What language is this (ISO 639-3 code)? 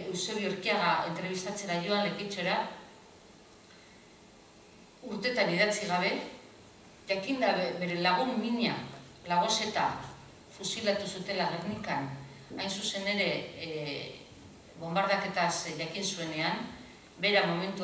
eus